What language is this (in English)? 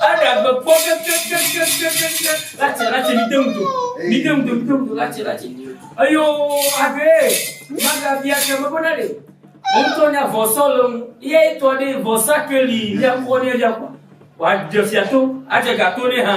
Ewe